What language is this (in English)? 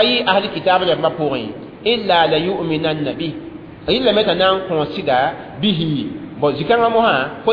Mossi